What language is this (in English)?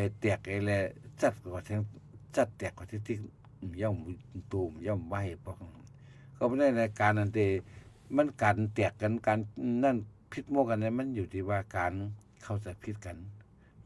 Shan